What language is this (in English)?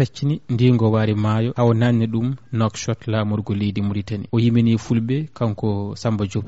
Fula